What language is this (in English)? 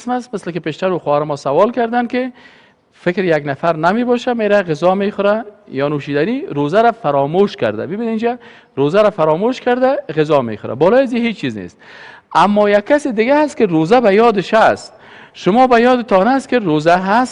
Persian